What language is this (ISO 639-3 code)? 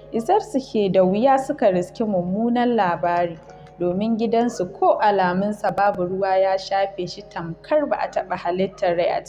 hau